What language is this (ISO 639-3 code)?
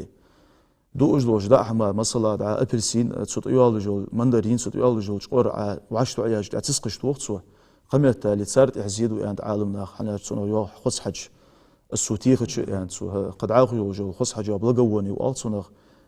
inh